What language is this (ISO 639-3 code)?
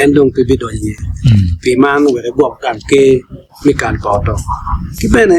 ach